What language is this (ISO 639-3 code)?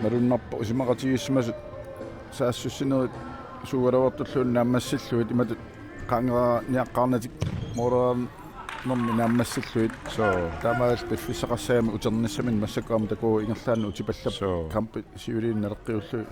kal